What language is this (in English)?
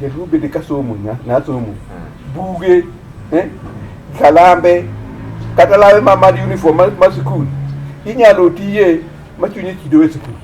Luo (Kenya and Tanzania)